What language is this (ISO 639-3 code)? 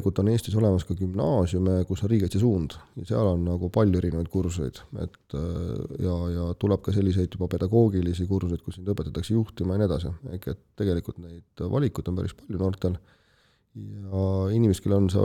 est